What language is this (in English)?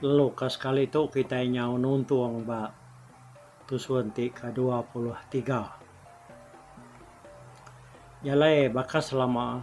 Iban